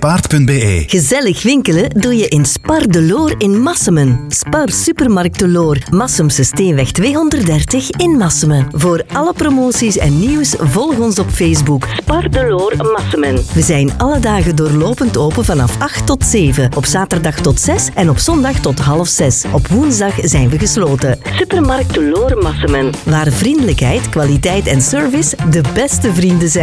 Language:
Dutch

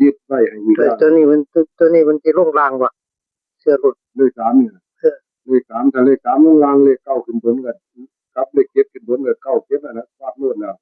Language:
Northeastern Thai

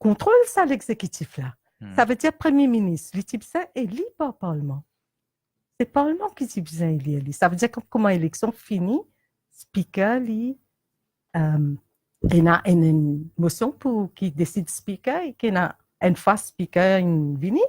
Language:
Morisyen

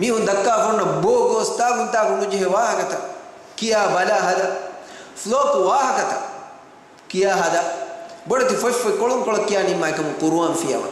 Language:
Divehi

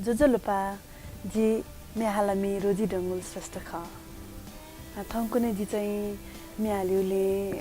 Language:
Newari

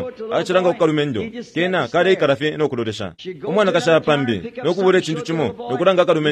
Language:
Bemba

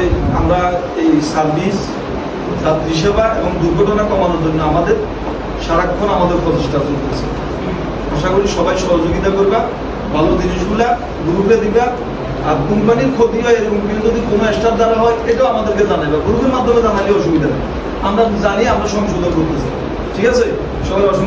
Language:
Bangla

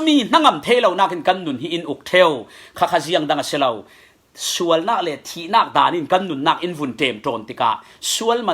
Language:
Falam Chin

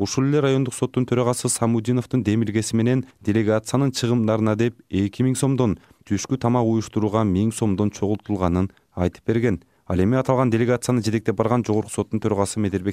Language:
Kyrgyz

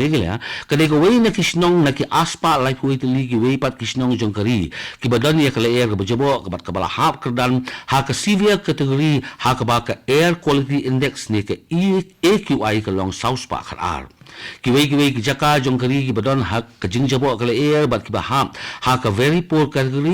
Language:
Khasi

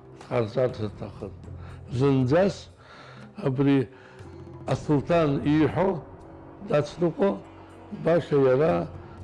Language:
Abkhazian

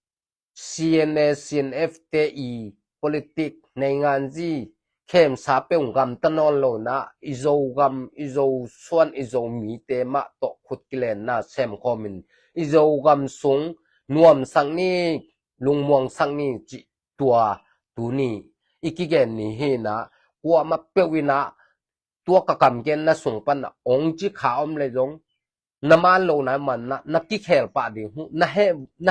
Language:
Tedim Chin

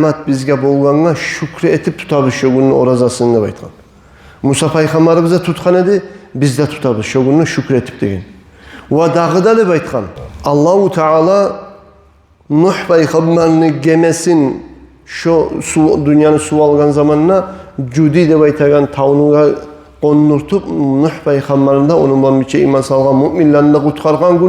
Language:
Kumyk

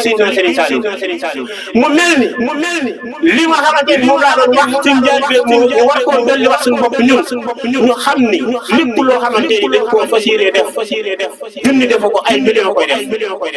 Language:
Wolof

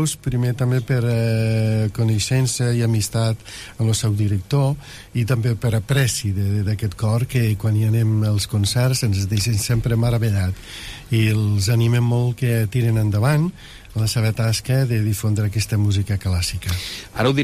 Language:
Catalan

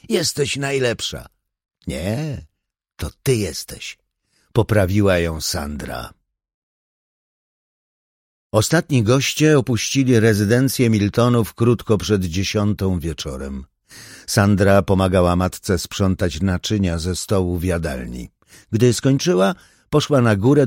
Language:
Polish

